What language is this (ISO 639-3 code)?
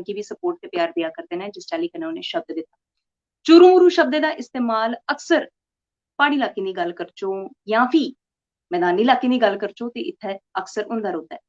doi